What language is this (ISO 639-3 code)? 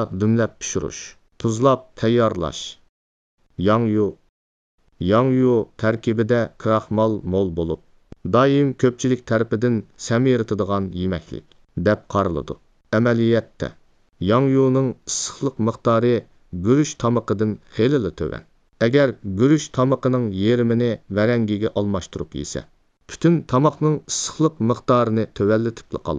uig